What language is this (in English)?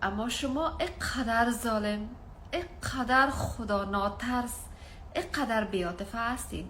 Tajik